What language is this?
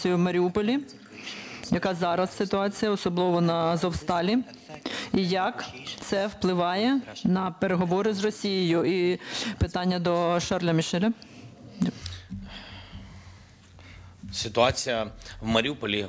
Ukrainian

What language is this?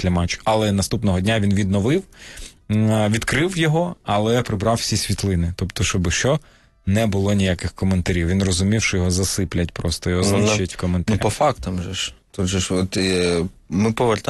Ukrainian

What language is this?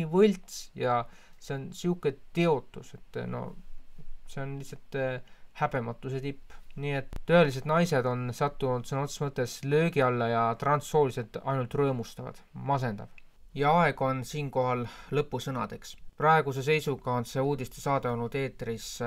Estonian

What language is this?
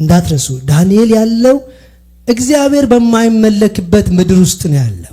Amharic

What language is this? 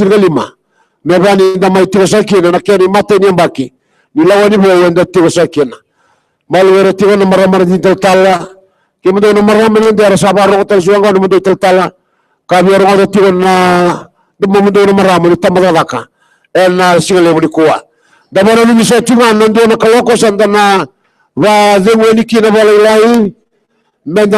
Fijian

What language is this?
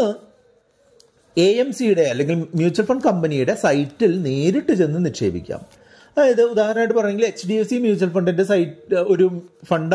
Malayalam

